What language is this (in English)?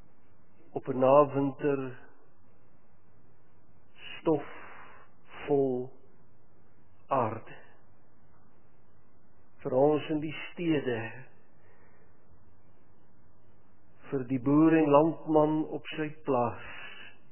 Afrikaans